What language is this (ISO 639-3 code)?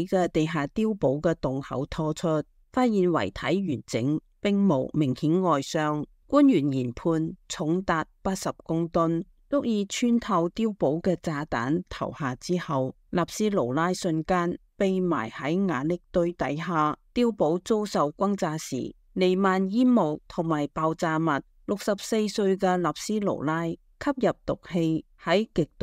yue